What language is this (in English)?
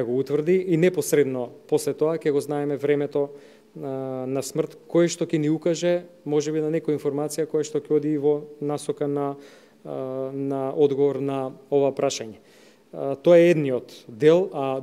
Macedonian